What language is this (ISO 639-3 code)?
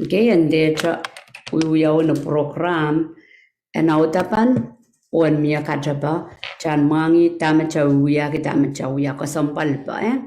pon